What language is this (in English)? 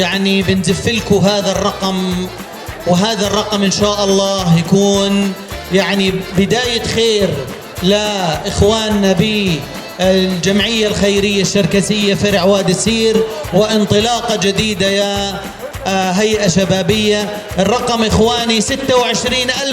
North Levantine Arabic